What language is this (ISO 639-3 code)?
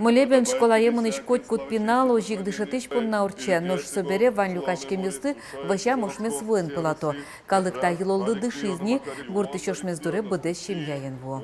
udm